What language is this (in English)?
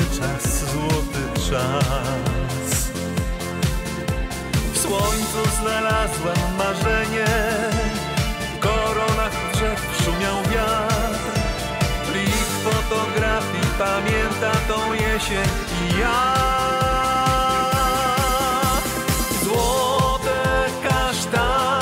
Polish